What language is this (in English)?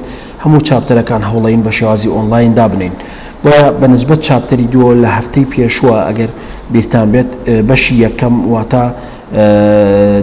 Central Kurdish